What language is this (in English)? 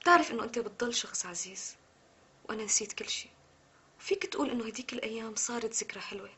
North Levantine Arabic